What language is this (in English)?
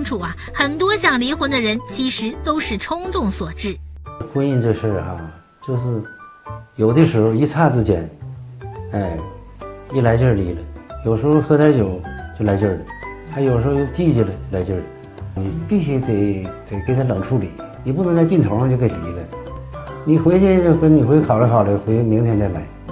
Chinese